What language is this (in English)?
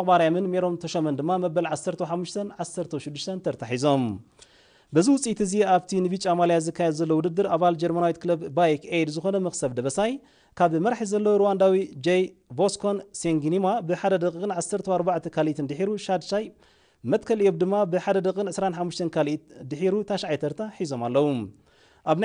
Tigrinya